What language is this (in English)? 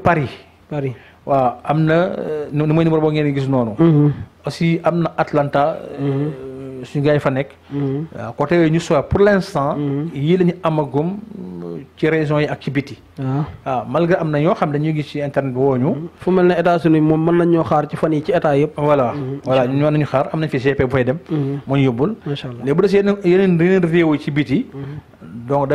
Wolof